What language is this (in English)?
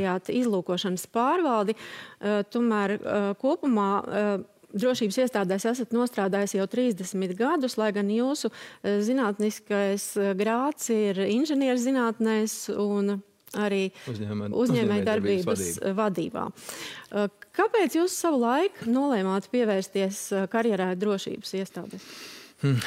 Latvian